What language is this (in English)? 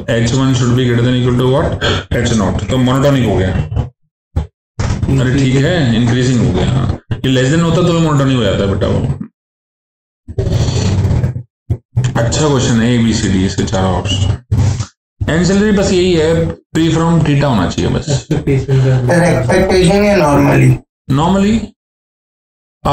Hindi